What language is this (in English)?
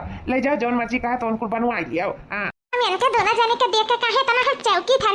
Awadhi